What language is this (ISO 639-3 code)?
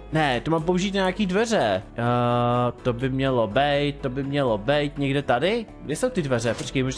ces